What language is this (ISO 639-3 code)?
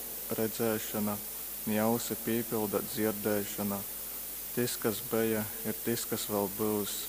ltg